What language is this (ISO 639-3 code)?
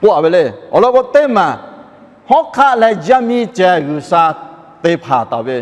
lhu